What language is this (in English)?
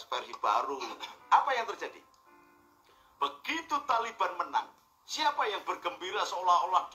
Indonesian